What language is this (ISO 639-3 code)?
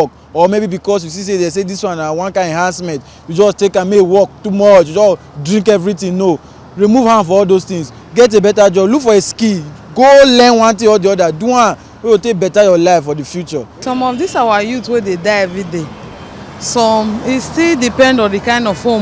pcm